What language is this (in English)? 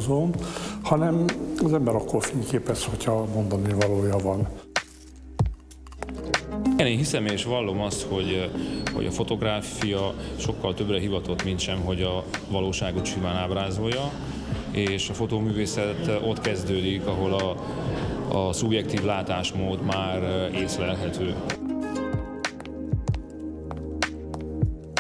Hungarian